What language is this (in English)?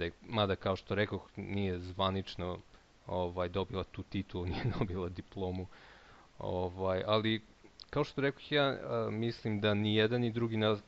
Serbian